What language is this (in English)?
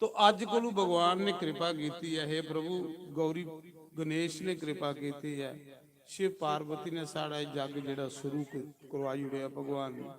Dogri